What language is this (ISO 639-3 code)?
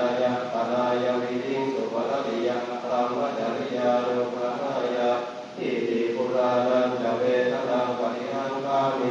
pli